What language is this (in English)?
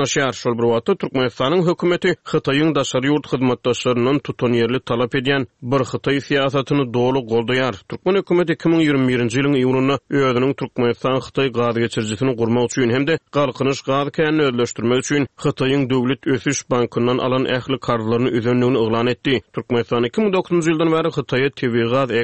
Turkmen